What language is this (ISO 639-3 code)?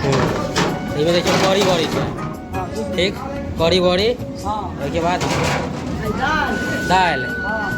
mai